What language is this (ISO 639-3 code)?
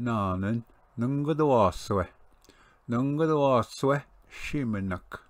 oji